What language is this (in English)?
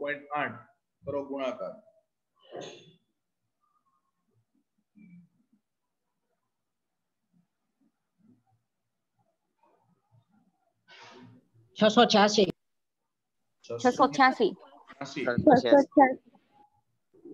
Gujarati